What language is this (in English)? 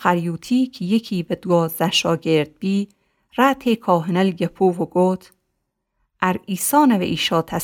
Gilaki